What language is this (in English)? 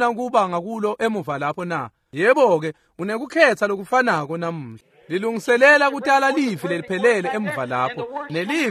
Swati